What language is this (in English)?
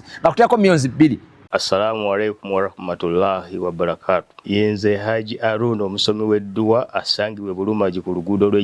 Ganda